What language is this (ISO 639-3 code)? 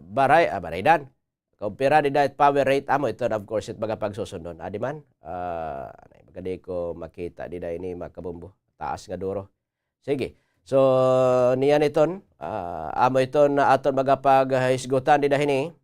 war